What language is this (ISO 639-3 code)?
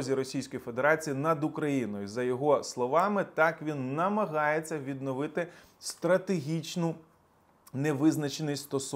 ukr